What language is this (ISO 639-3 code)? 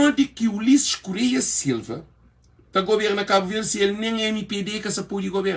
kea